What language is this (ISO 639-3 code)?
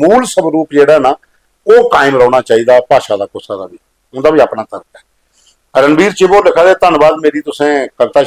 doi